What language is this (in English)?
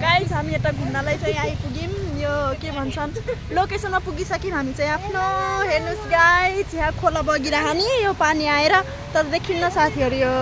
Nepali